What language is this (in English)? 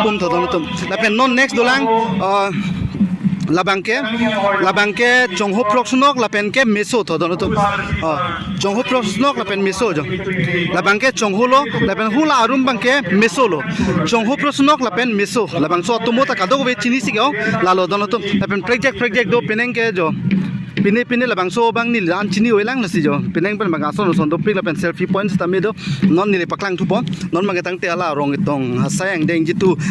Karbi